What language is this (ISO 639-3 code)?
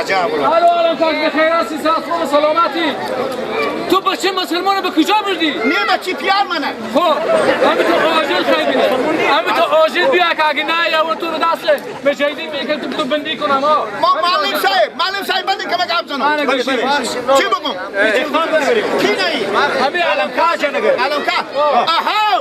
fas